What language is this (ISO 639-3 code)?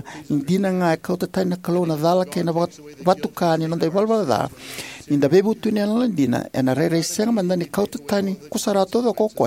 fij